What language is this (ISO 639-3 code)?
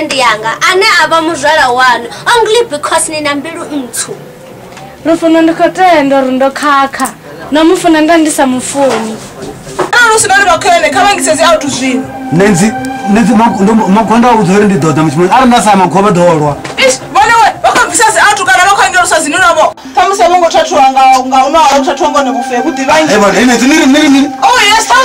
ven